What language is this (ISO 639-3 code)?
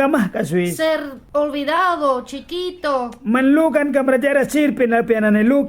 miq